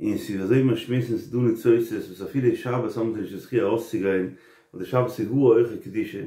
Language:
Yiddish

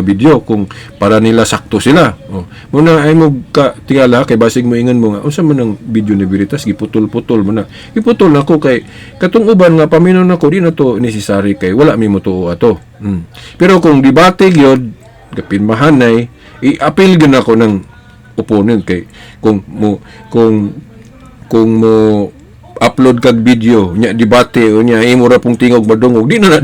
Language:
Cebuano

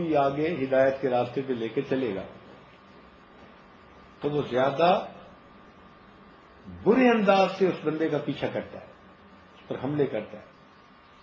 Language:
Urdu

